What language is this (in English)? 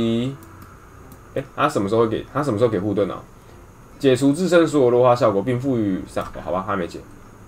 Chinese